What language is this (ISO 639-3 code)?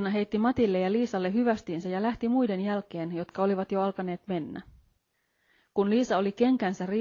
fin